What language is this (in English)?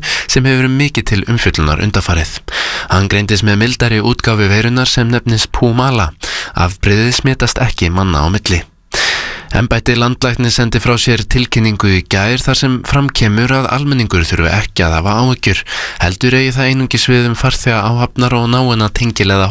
Icelandic